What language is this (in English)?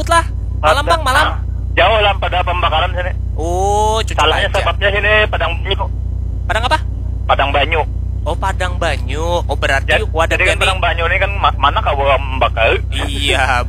Banjar